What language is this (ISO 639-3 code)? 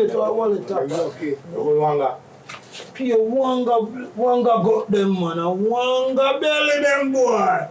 jam